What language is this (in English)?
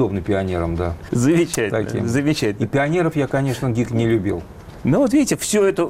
Russian